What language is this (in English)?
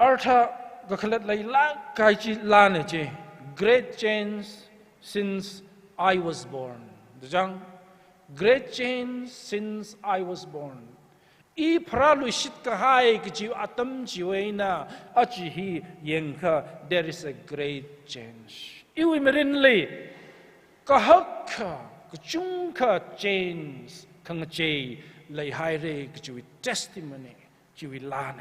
Tangkhul Naga (India)